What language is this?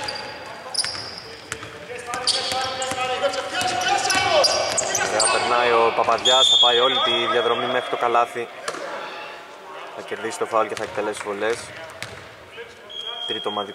Greek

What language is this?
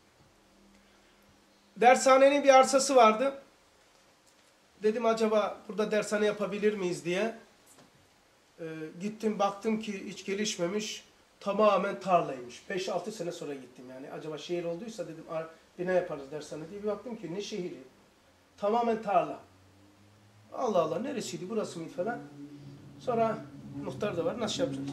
Turkish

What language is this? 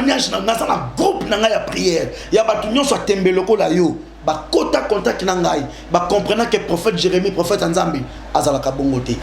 Lingala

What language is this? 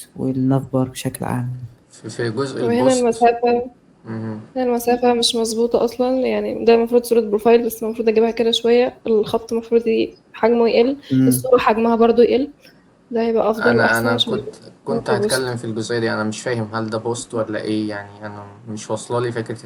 Egyptian Arabic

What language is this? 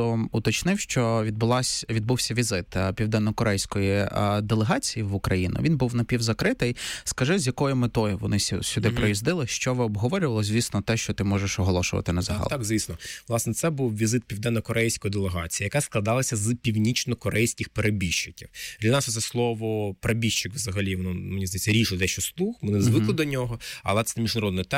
Ukrainian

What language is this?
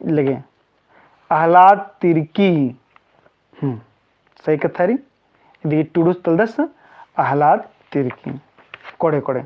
Kurukh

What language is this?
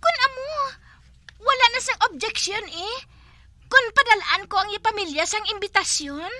Hiligaynon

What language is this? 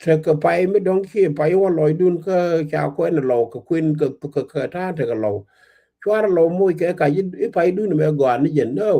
Nuer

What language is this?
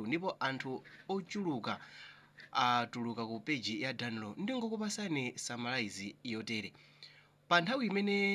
Nyanja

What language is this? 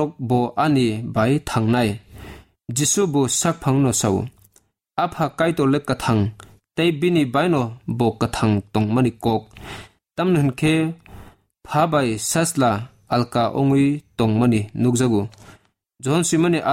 Kok Borok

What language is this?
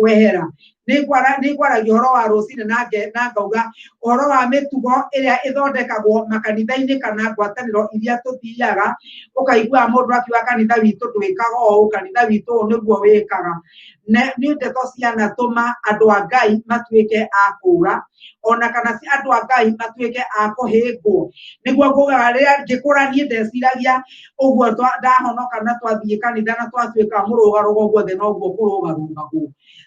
Kikuyu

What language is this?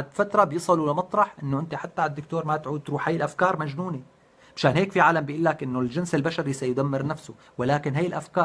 North Levantine Arabic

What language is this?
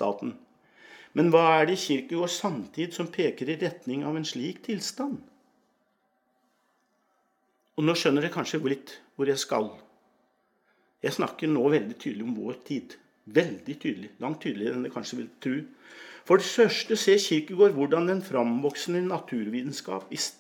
Norwegian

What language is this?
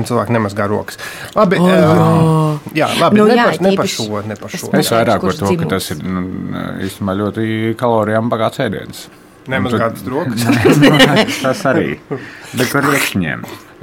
Latvian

